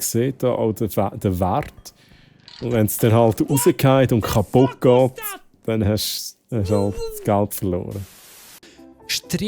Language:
Swiss German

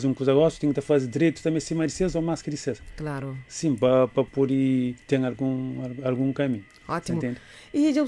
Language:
Kabuverdianu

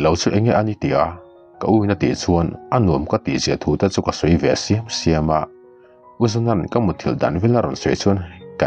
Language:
Mizo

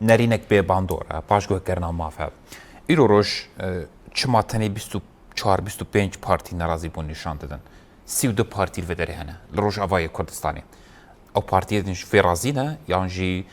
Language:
Kurdish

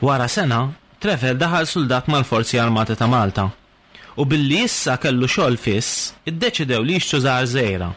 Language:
Maltese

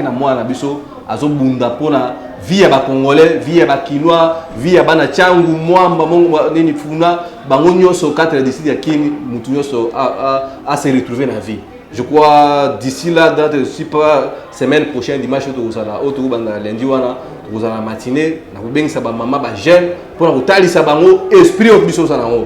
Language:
Lingala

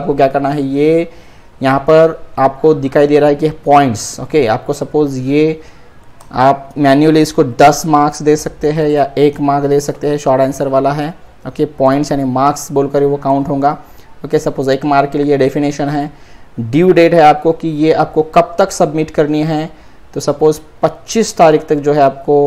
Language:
Hindi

